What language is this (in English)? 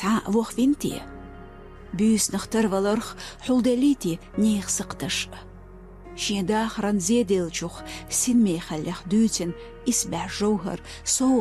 Chechen